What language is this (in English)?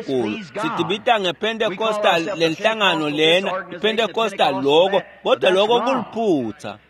Swati